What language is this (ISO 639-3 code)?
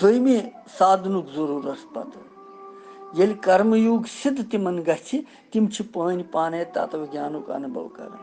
kas